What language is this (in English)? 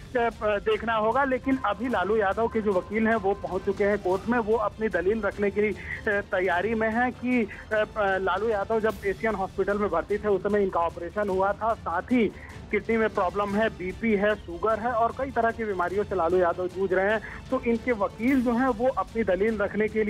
Hindi